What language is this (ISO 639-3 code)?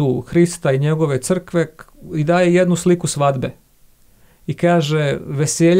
srp